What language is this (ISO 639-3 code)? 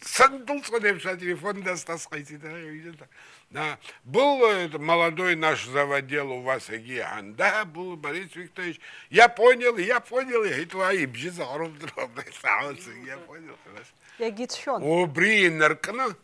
abk